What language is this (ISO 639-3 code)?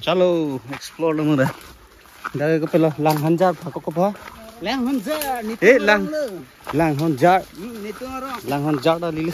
mjw